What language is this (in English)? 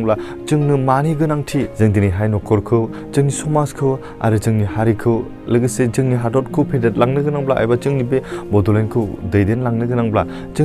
Bodo